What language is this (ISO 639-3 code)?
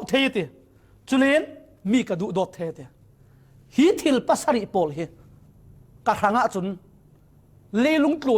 cfm